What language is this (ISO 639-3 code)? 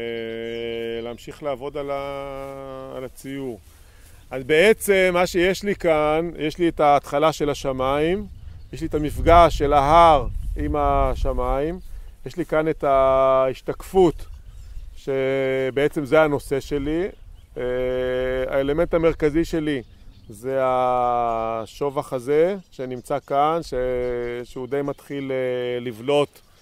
heb